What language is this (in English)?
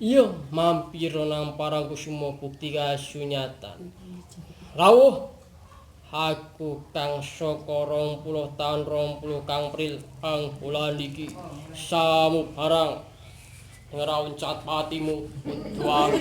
Javanese